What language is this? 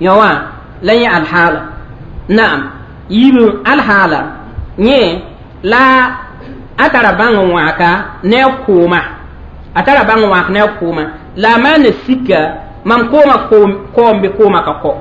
Mossi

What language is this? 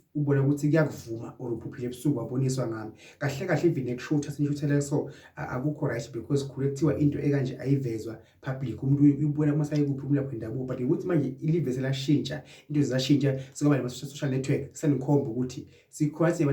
Zulu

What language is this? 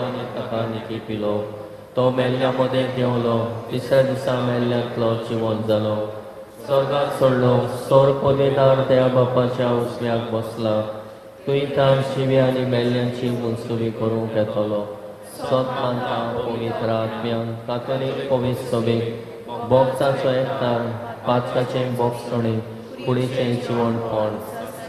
Konkani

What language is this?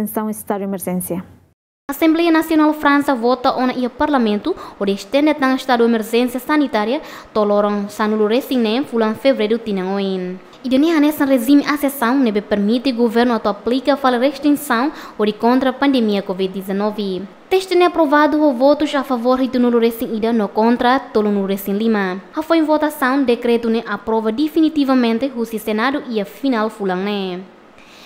Tetum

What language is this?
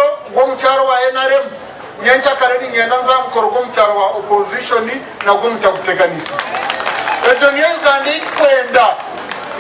Nyankole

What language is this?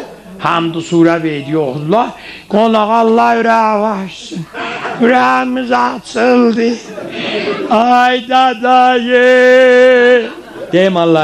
South Azerbaijani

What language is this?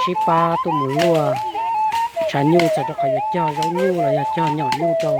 Hmong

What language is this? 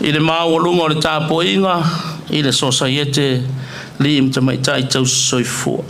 Samoan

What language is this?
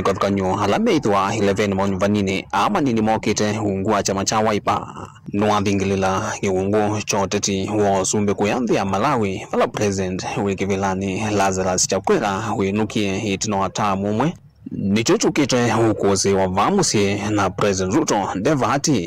Kamba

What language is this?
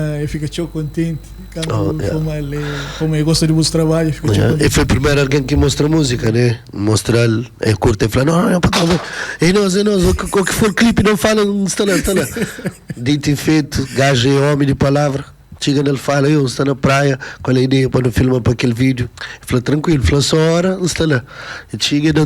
Kabuverdianu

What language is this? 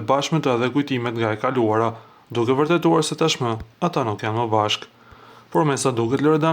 Albanian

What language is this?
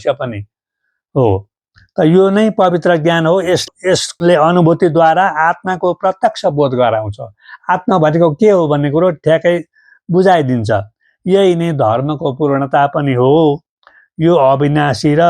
Nepali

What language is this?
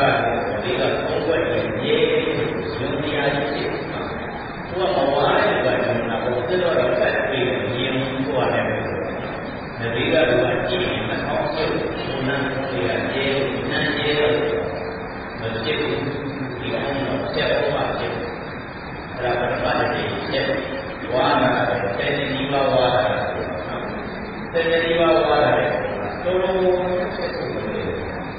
Burmese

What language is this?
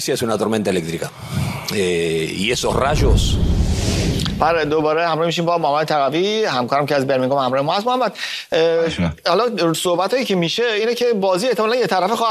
Persian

